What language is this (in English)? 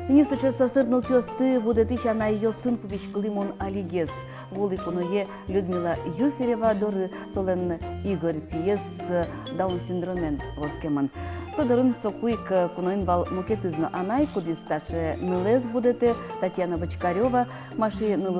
Udmurt